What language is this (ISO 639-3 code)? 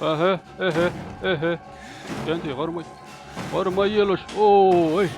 che